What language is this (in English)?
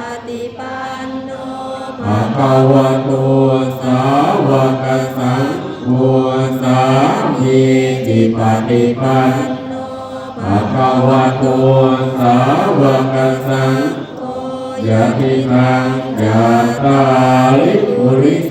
Pali